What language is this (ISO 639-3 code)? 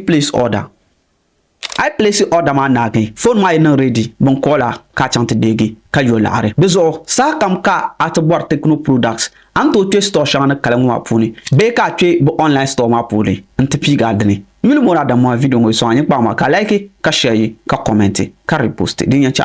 dag